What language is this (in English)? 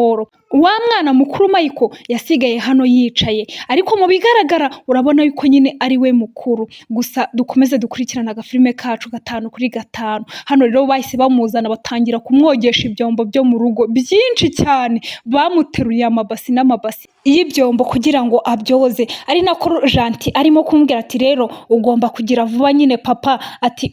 Kinyarwanda